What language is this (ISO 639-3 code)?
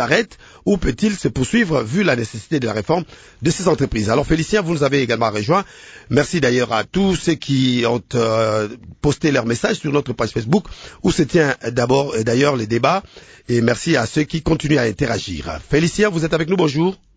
fra